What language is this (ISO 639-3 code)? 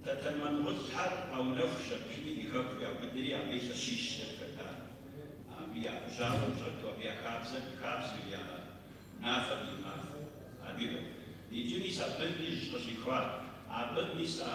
kbd